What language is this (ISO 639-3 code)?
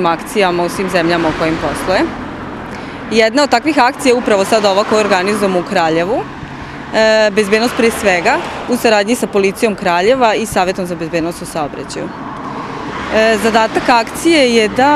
srp